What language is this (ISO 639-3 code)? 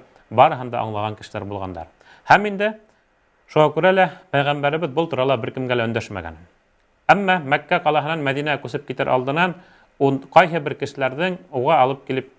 bak